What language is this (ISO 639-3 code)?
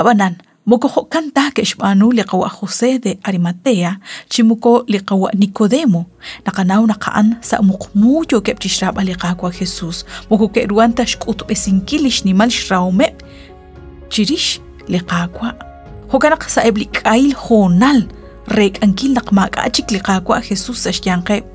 kek